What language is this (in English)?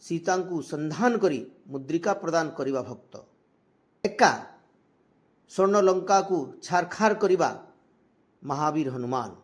Odia